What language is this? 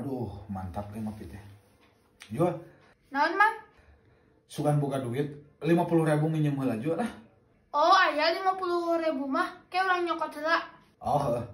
Sundanese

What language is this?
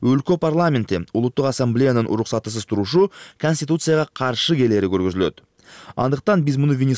Kyrgyz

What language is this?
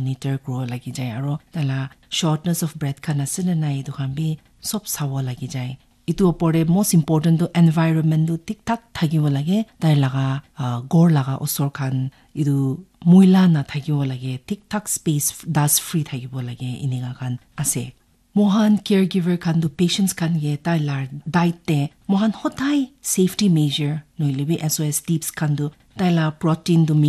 Naga Pidgin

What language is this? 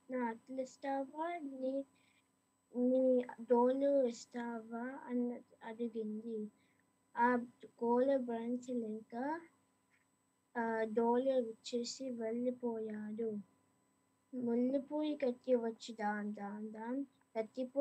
Telugu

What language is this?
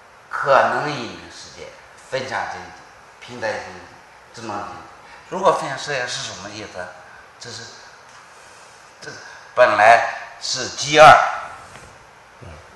Chinese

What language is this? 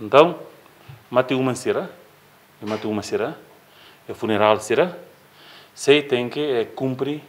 Tetum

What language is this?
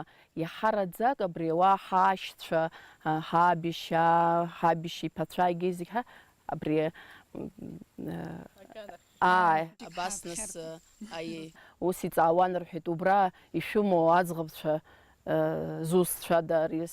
Abkhazian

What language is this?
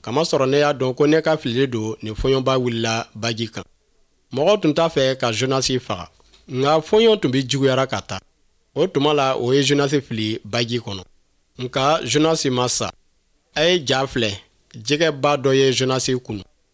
Bambara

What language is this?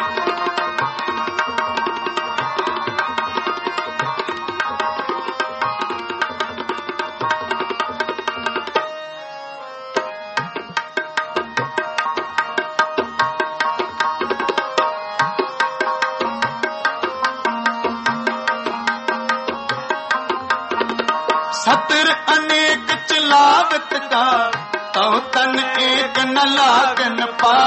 Punjabi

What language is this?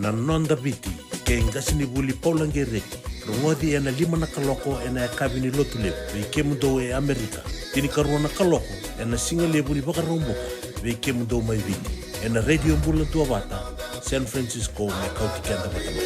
Fijian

